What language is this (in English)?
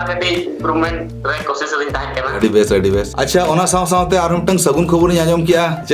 Santali